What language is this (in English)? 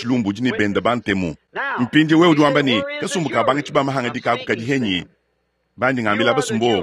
Luba-Lulua